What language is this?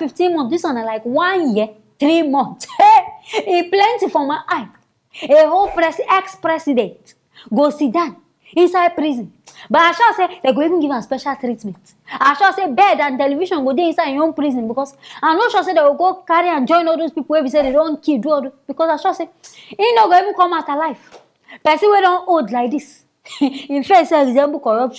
Nigerian Pidgin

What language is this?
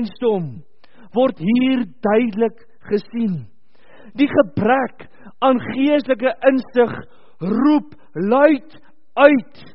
Afrikaans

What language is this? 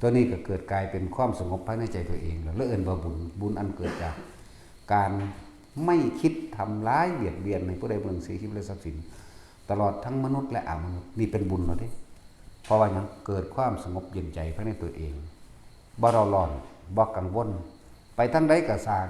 Lao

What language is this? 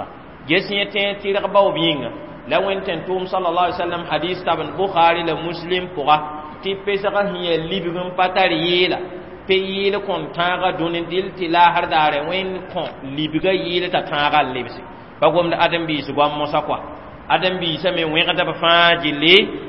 Mossi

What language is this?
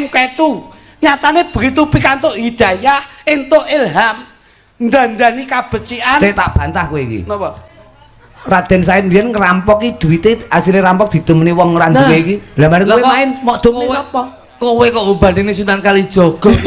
Javanese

